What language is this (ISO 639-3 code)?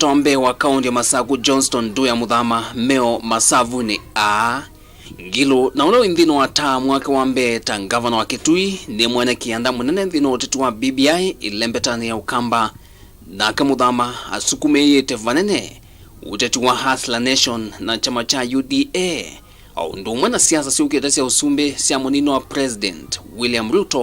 kam